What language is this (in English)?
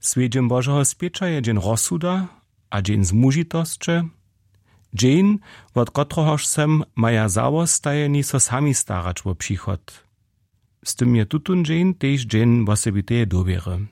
Upper Sorbian